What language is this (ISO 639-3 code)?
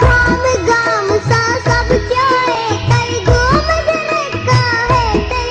mai